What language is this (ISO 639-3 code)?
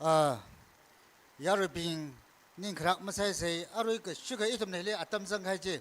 nmf